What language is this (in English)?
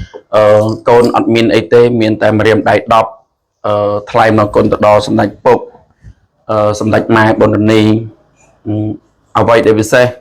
Khmer